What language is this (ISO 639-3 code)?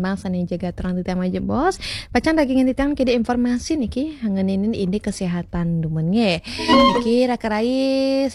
ban